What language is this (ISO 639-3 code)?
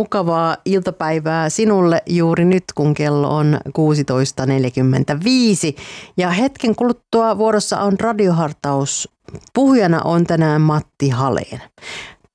fin